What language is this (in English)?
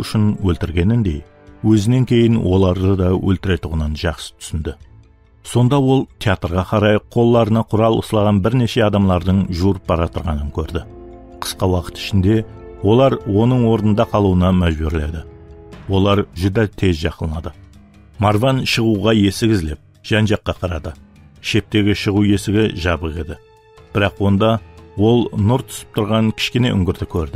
Kara-Kalpak